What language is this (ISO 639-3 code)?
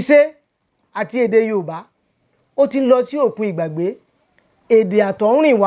yor